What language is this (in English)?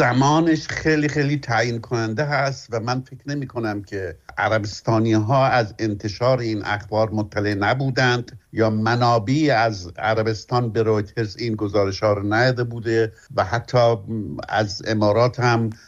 Persian